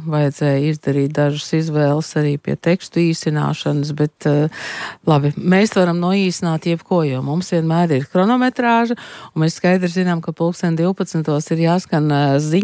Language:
Latvian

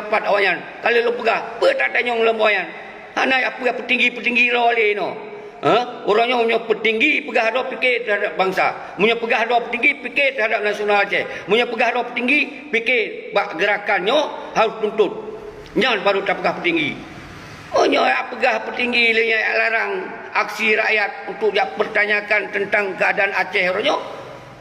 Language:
Achinese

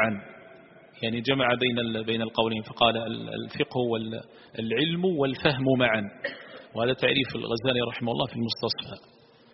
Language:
Arabic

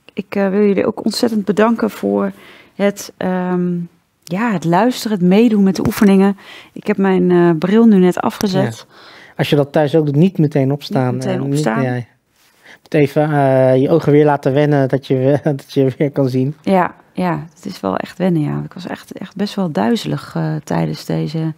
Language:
Dutch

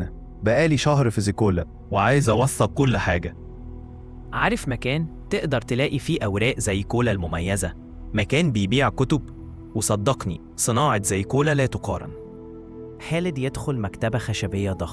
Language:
Egyptian Arabic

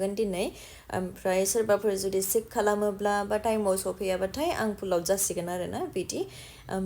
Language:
Bodo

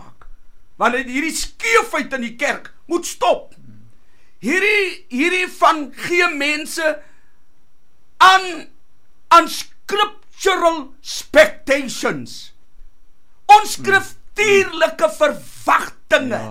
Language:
Afrikaans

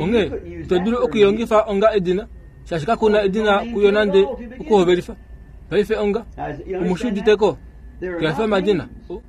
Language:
Kuanyama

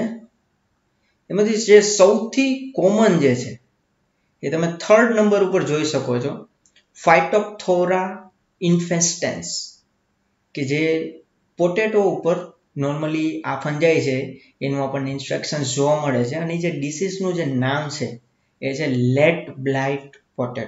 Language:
Gujarati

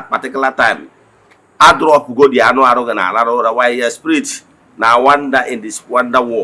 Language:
Igbo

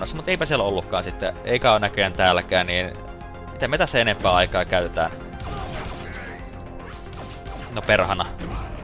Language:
Finnish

